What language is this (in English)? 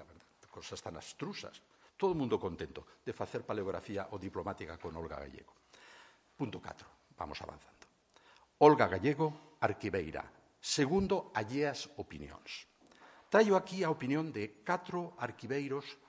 Galician